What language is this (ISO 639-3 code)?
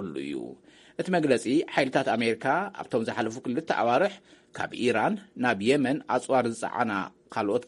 tir